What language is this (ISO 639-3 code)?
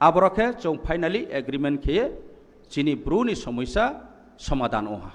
trp